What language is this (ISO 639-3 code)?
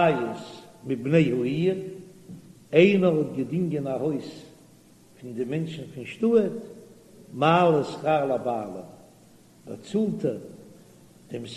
yid